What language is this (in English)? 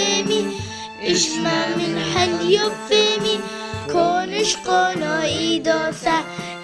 Turoyo